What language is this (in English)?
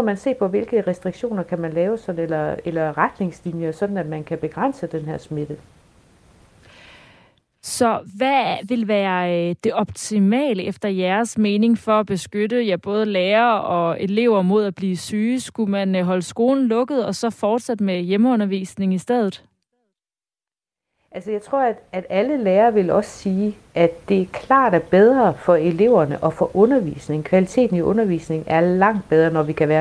Danish